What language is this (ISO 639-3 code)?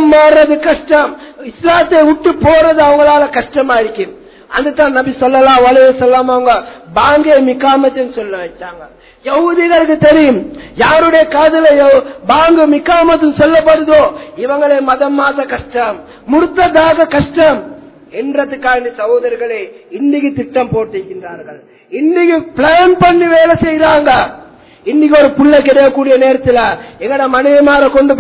tam